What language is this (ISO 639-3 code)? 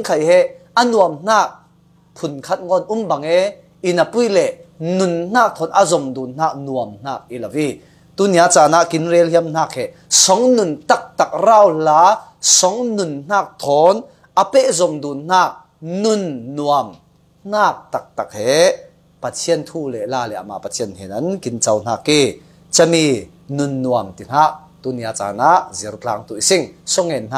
cfm